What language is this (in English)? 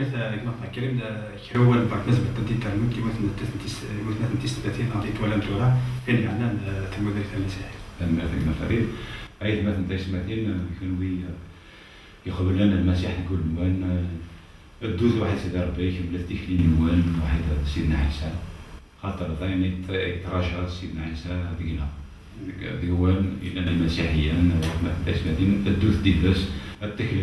Kabyle